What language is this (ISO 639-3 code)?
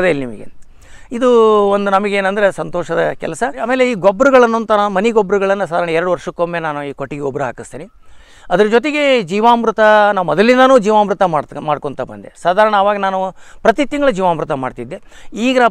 kan